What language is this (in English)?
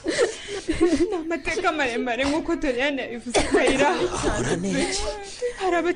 Kinyarwanda